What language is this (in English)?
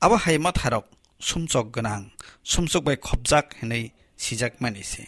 Kok Borok